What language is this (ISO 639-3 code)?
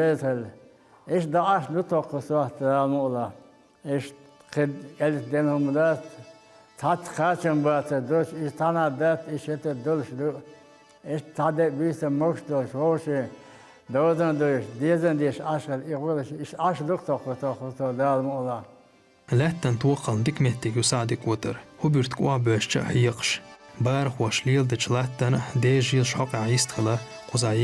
che